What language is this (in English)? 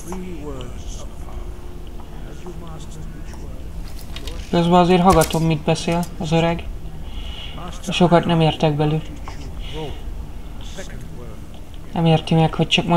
Hungarian